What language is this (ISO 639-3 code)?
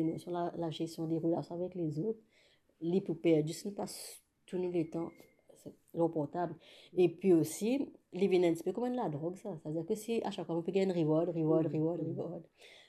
mfe